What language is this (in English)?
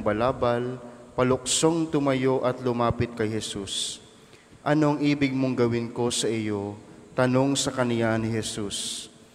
Filipino